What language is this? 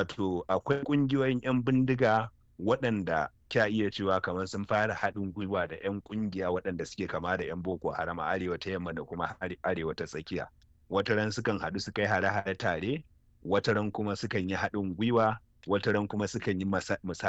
Hausa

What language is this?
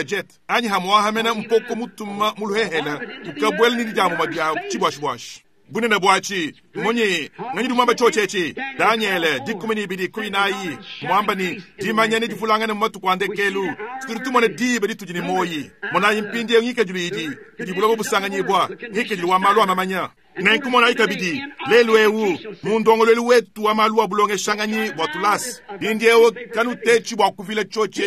Luba-Lulua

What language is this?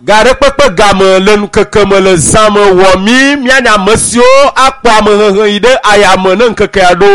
Ewe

